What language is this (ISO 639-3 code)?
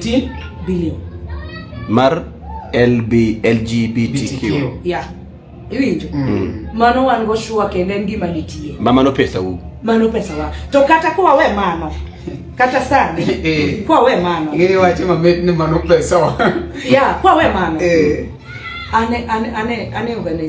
luo